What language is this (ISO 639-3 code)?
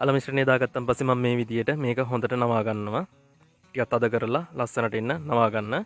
sin